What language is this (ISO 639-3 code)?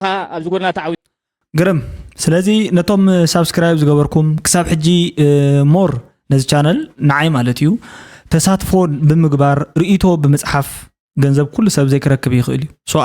tir